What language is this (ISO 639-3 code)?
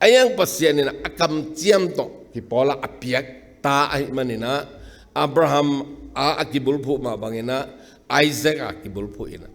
ctd